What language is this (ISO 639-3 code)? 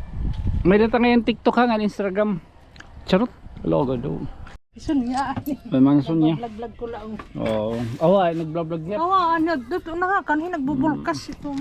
war